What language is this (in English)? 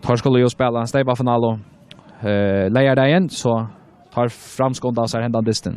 Faroese